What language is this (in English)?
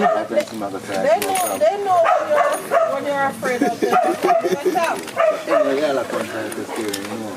Jamaican Creole English